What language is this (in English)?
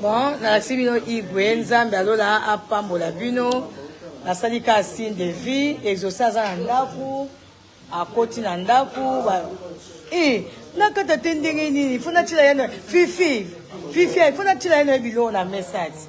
Lingala